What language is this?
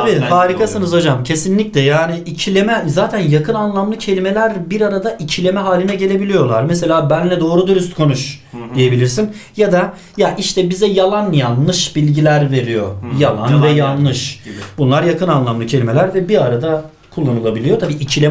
Turkish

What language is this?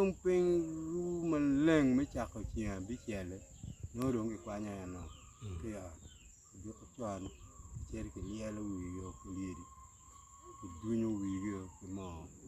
Acoli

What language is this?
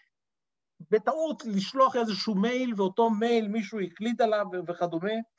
Hebrew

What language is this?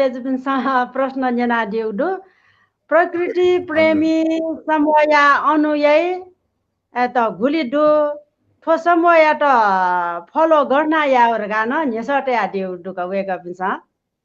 Newari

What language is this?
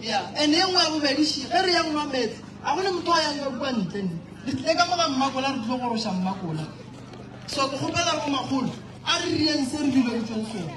Northern Sotho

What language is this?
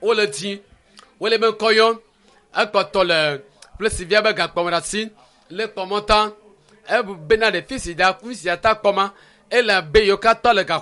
Ewe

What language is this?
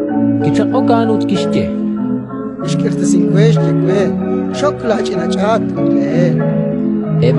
Kekchí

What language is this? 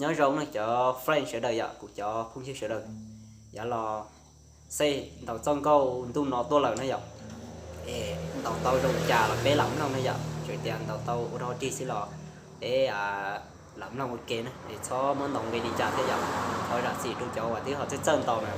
Hmong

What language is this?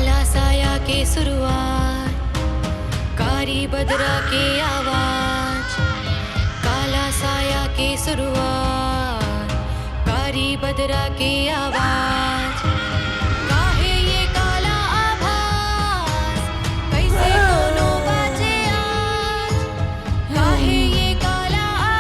Chhattisgarhi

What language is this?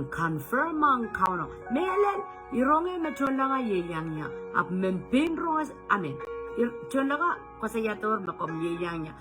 Pohnpeian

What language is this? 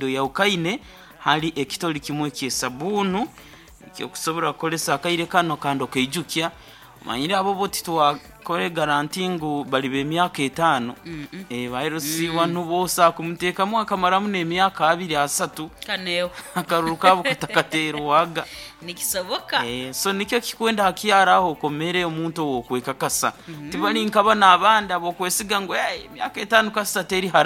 Nyoro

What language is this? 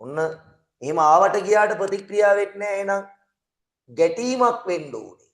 Sinhala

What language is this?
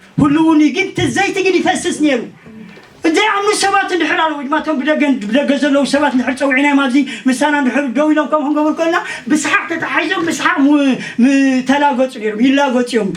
Tigrinya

